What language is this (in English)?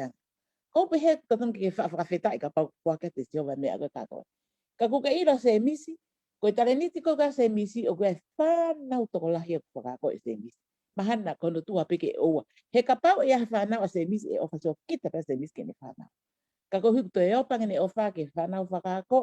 Tongan